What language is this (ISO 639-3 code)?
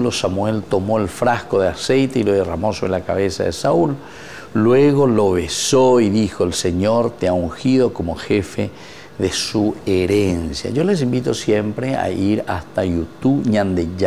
spa